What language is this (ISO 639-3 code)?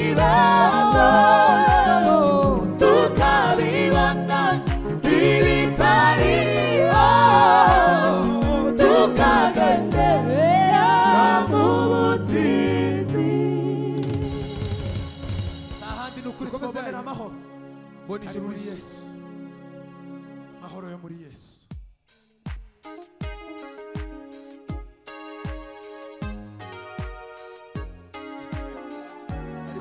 kin